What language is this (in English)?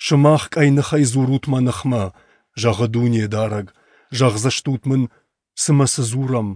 Ossetic